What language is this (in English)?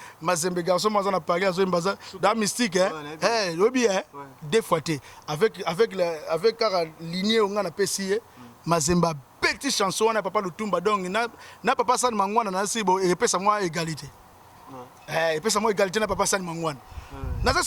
Lingala